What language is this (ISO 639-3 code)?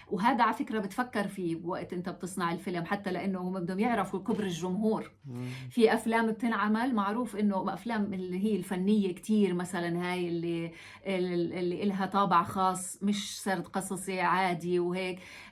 apc